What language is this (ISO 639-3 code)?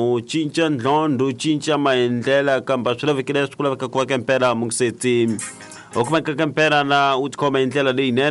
tso